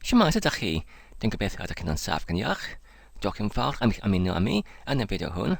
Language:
Welsh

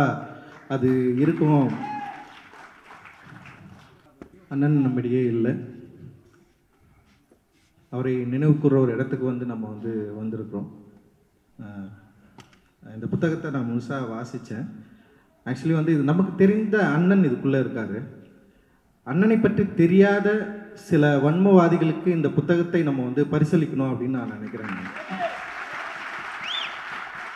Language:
Tamil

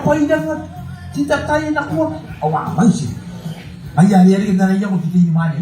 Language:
Gilbertese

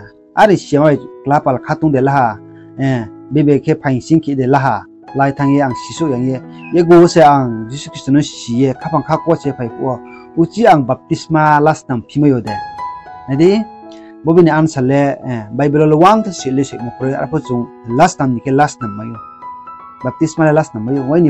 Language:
Riang (India)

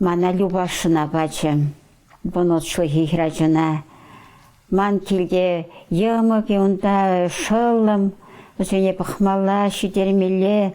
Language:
Chuvash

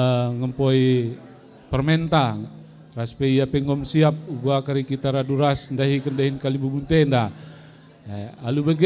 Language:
Batak Karo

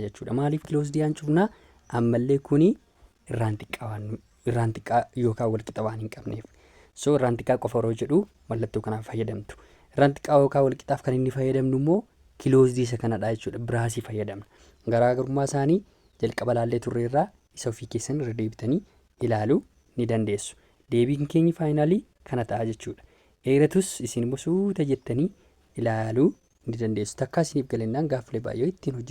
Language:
Oromo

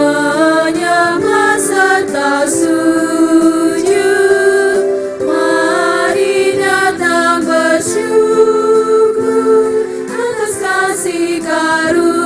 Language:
Ambonese Malay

